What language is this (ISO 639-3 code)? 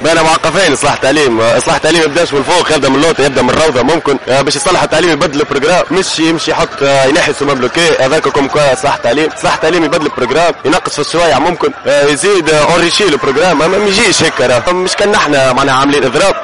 aeb